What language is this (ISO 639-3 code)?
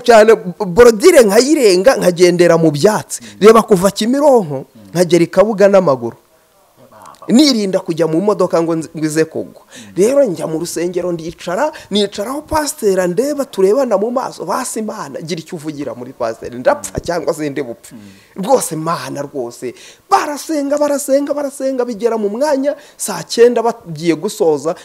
kin